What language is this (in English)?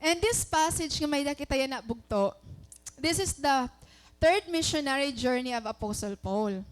Waray